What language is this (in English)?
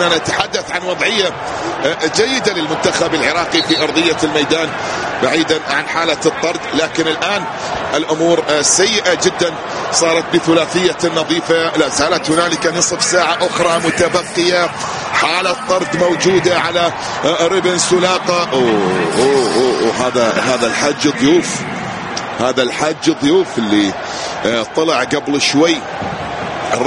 Arabic